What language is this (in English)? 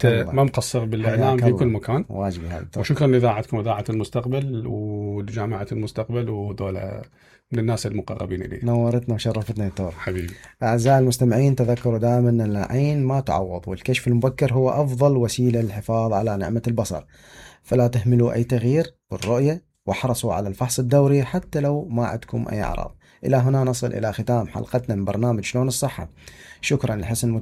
Mesopotamian Arabic